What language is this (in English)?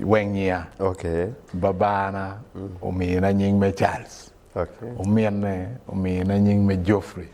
Acoli